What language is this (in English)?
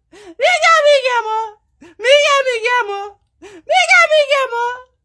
Haitian Creole